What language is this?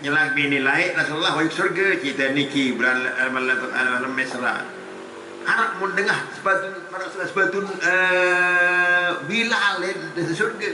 Sasak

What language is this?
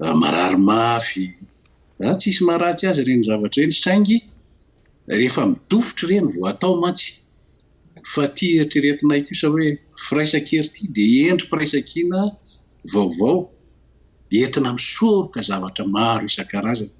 Malagasy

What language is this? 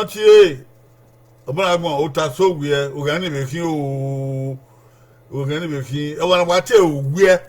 Bini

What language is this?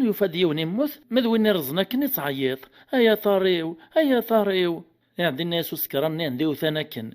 Kabyle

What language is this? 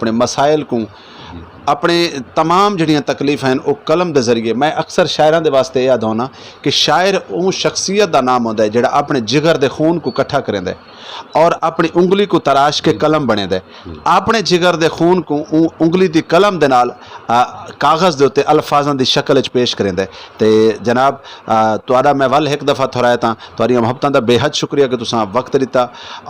Saraiki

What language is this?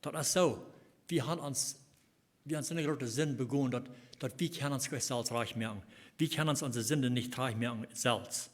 Plautdietsch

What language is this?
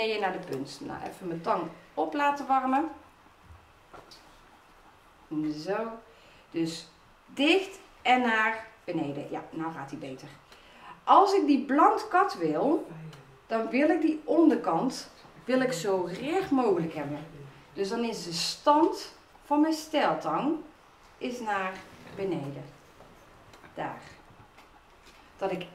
Dutch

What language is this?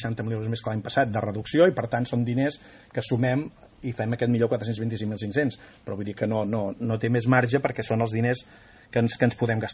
Catalan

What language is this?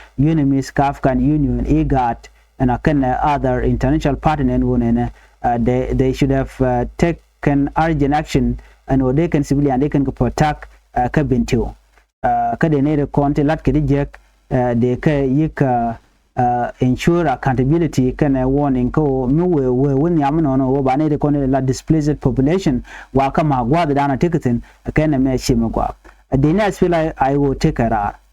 Nuer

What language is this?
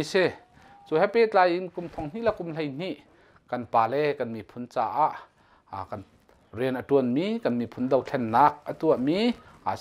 Hakha Chin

